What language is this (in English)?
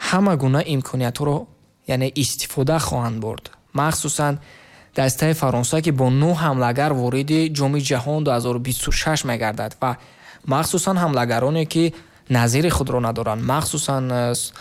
Tajik